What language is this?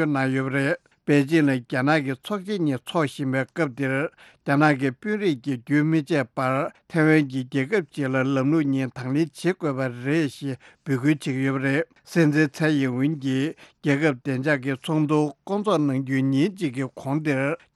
Tibetan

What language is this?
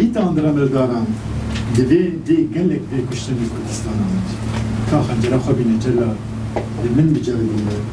Kurdish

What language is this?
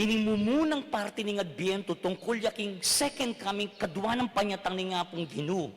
Pampanga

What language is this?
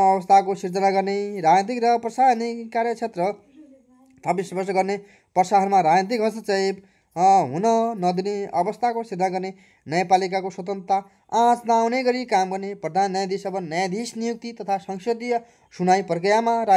Nepali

